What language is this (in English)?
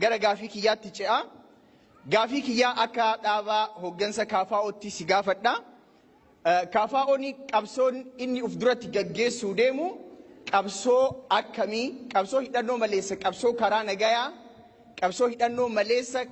Oromo